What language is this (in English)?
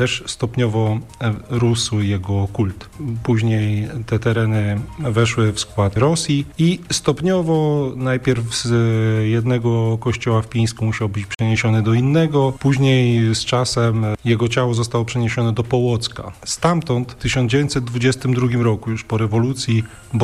Polish